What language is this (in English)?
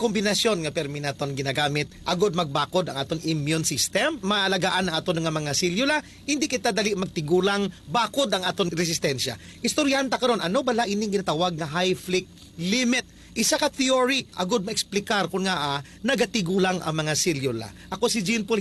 Hiligaynon